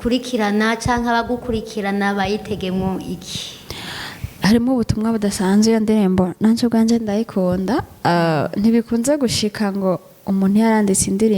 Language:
Rundi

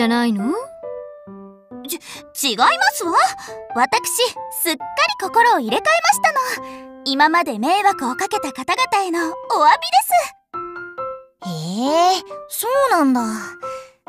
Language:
Japanese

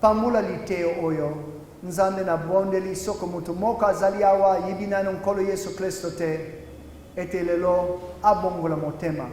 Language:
Lingala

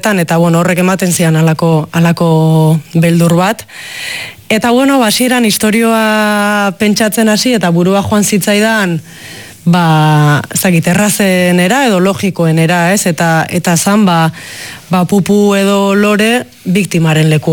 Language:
Basque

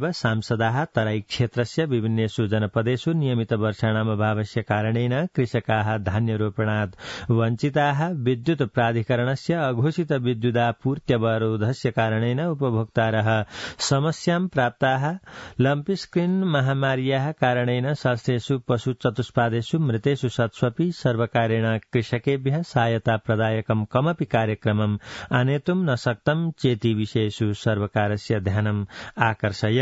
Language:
Sanskrit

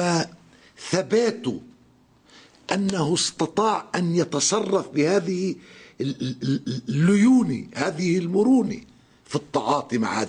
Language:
North Levantine Arabic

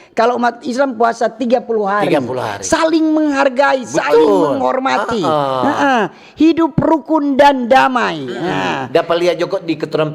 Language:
Manado Malay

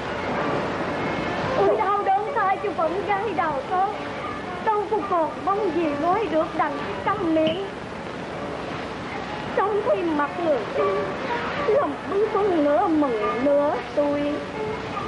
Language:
Vietnamese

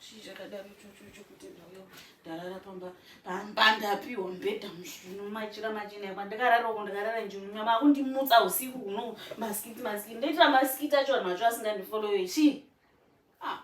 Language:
Shona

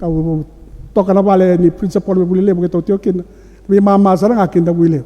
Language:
Fijian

